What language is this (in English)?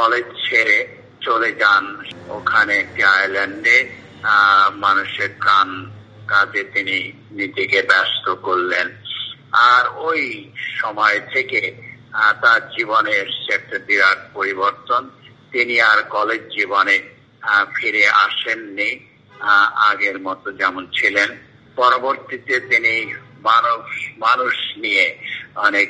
Bangla